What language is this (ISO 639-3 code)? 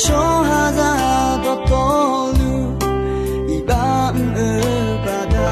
ahk